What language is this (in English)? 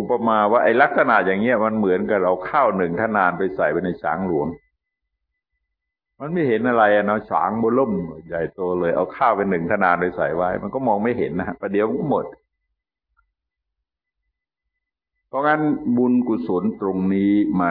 Thai